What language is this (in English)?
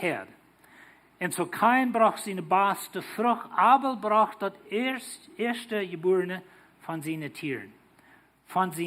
Plautdietsch